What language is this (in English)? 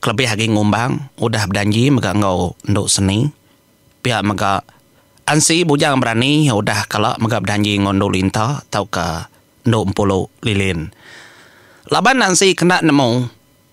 Iban